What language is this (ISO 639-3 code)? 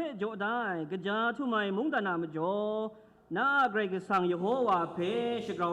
kac